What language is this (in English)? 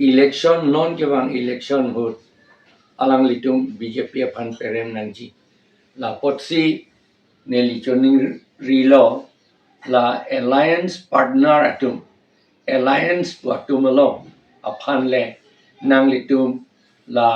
Karbi